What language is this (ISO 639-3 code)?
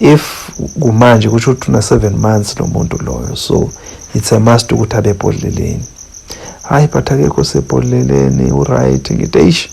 zul